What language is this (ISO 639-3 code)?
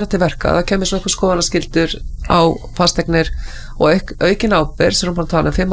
isl